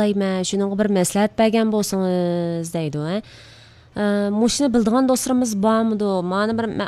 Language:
Uyghur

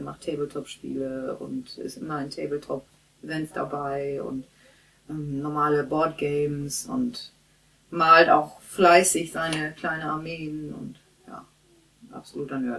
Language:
German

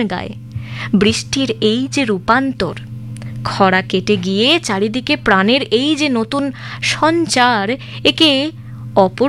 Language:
Bangla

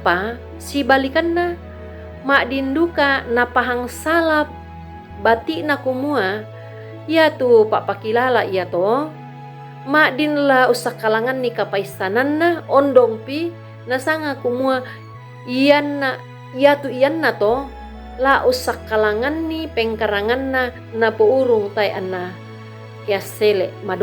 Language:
Toraja-Sa'dan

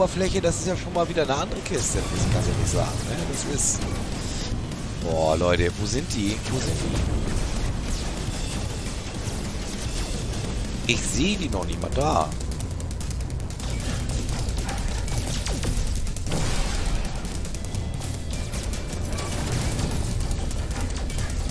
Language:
German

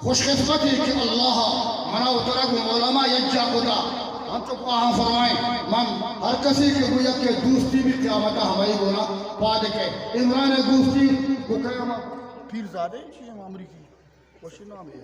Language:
Eastern Balochi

